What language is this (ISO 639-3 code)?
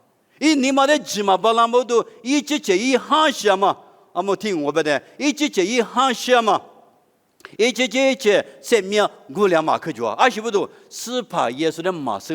lis